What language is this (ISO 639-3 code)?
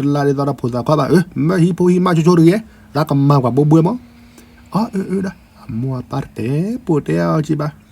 ksw